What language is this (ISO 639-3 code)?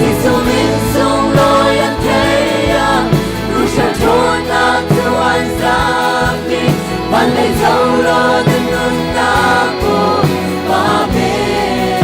cnh